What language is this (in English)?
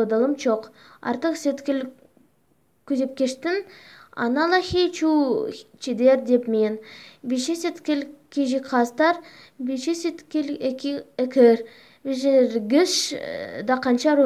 Kyrgyz